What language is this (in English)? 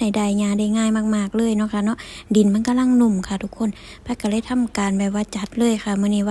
Northeastern Thai